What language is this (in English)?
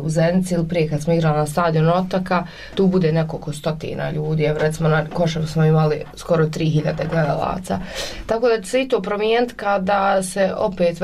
Bosnian